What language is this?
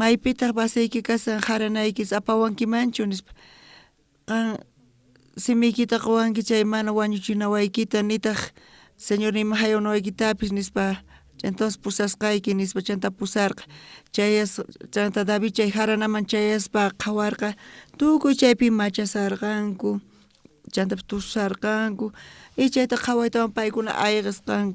South Bolivian Quechua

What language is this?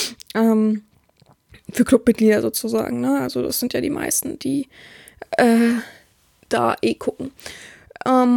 German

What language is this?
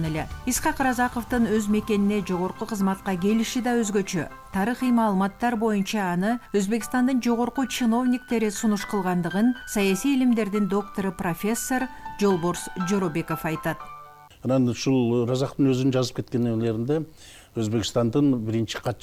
Kyrgyz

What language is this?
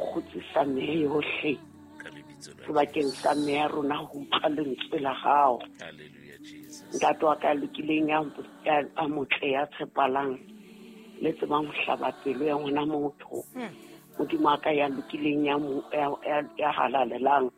Southern Sotho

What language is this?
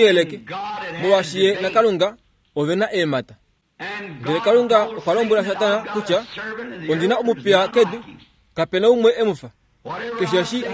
Kuanyama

